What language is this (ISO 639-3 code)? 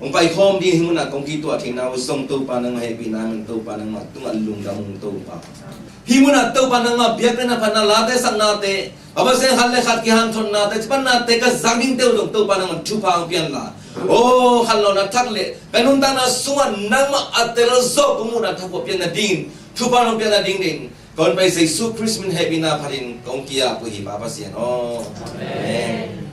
ctd